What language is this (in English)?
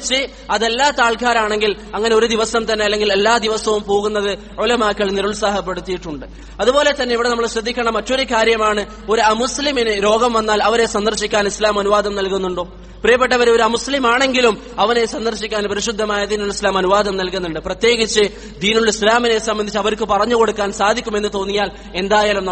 Malayalam